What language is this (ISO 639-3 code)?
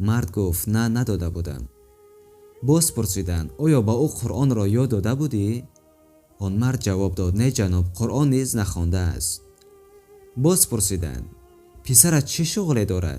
tgk